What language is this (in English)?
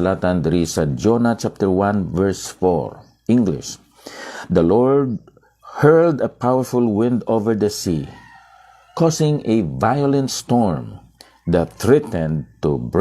Hiligaynon